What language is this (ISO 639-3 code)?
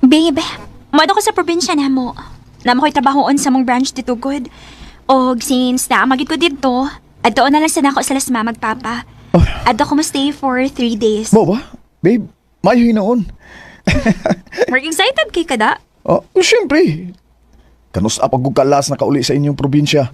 ceb